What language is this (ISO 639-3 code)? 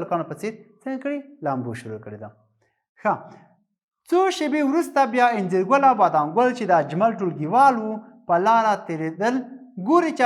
pus